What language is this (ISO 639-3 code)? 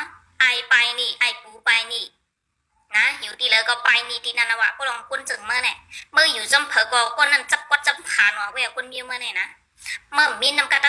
shn